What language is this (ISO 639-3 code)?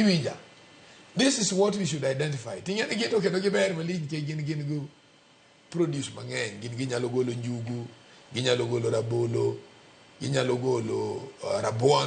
luo